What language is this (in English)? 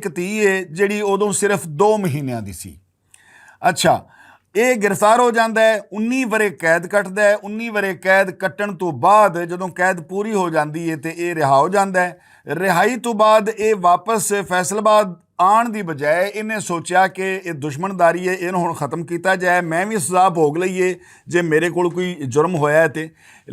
Western Panjabi